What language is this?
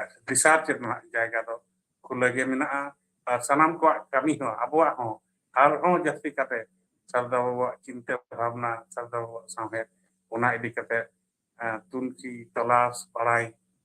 Santali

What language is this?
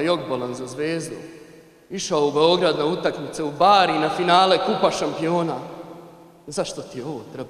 Bosnian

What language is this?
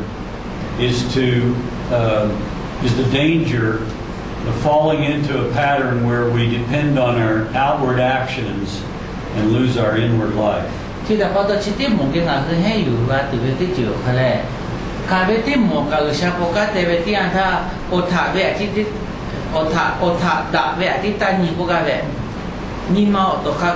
Lahu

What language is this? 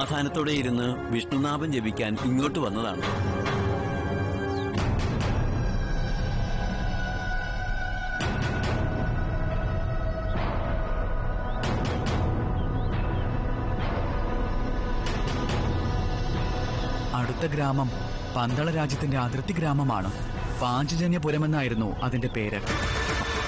Malayalam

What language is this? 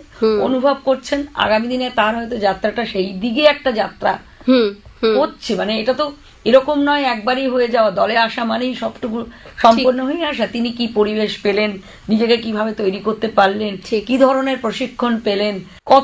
Bangla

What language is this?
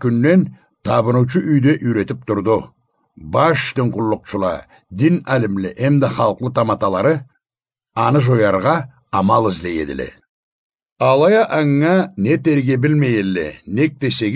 Karachay-Balkar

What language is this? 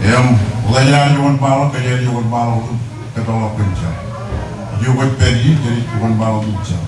Marshallese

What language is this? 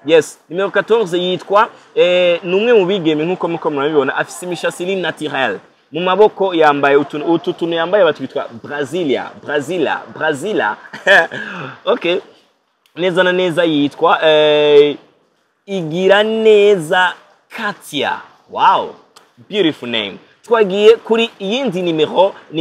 Rundi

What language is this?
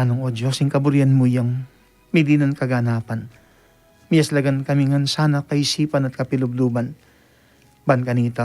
Pampanga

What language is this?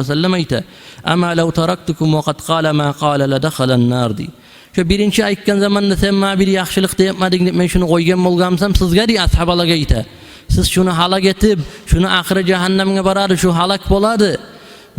Kumyk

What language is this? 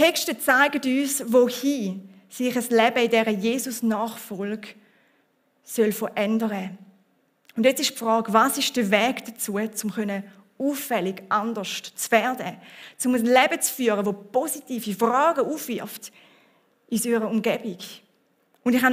Swiss German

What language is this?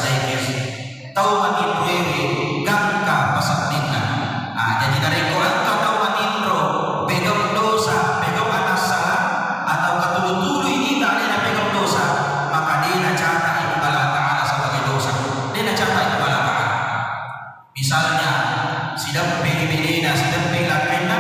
Buginese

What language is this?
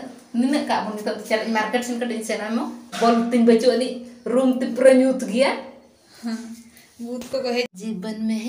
Santali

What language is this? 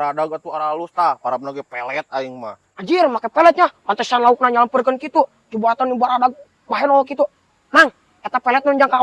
Sundanese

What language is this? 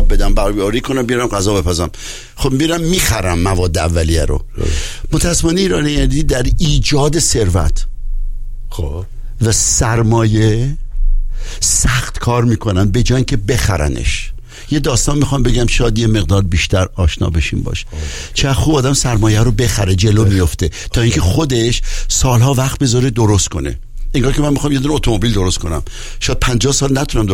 Persian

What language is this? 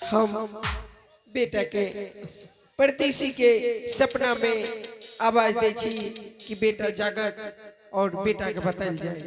Angika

